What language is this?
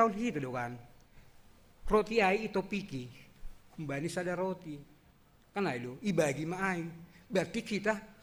Batak Simalungun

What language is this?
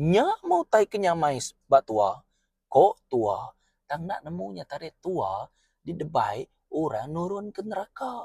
Iban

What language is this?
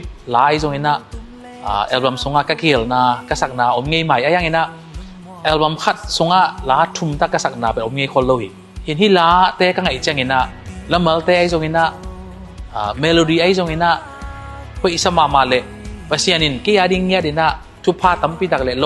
Tedim Chin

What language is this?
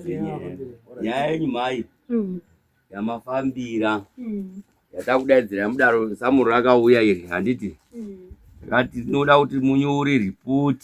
Shona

